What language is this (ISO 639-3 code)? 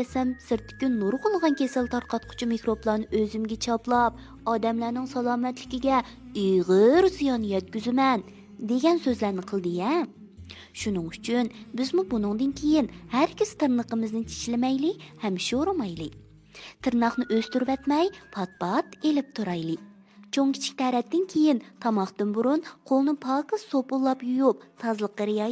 uig